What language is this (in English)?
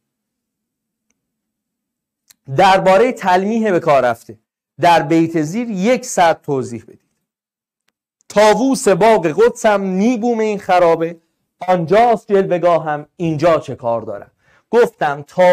Persian